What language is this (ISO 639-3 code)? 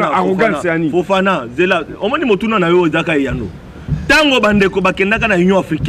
lin